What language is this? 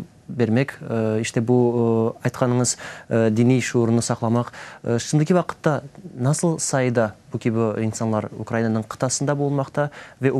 Crimean Tatar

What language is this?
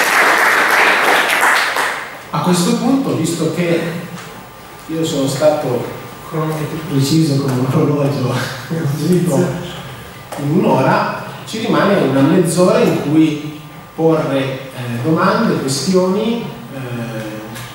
Italian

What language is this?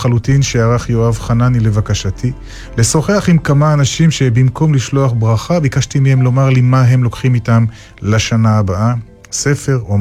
Hebrew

